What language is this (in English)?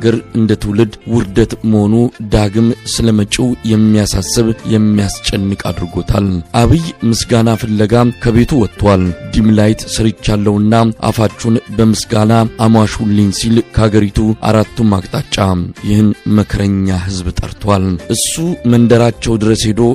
Amharic